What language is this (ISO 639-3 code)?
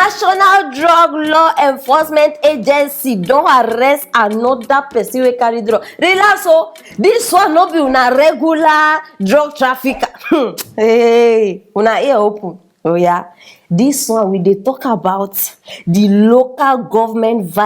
pcm